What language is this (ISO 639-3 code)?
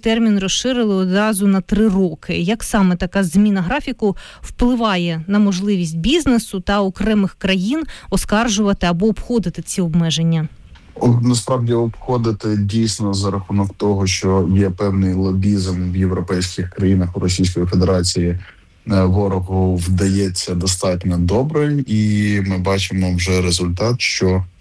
ukr